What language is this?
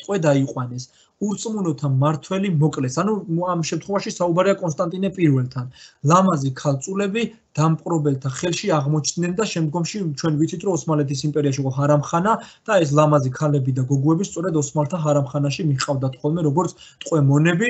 Georgian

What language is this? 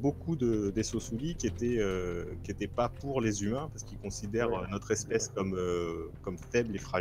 French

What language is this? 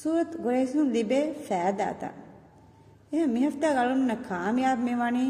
Divehi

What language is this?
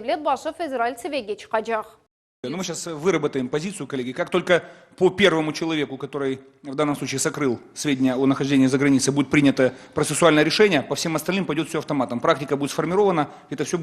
Crimean Tatar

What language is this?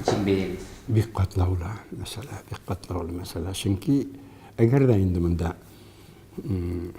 Tatar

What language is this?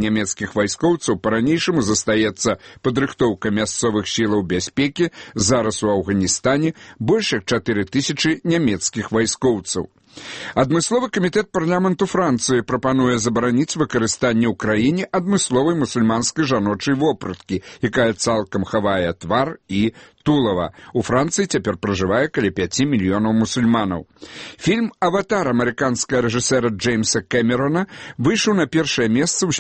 Belarusian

